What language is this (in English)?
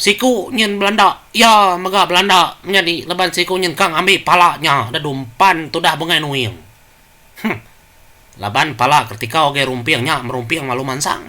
Iban